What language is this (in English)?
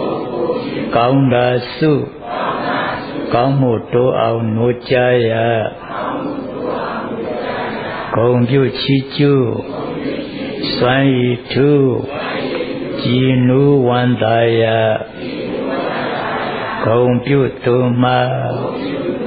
Burmese